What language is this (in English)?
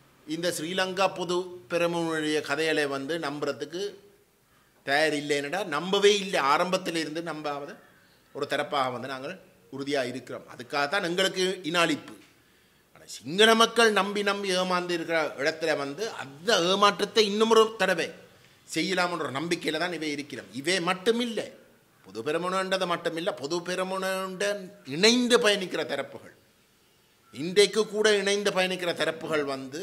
Tamil